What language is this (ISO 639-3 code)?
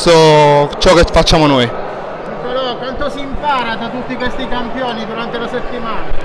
ita